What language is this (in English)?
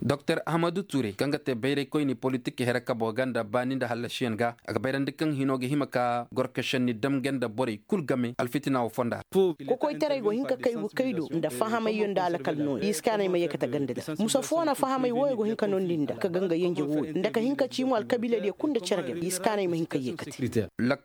Koyraboro Senni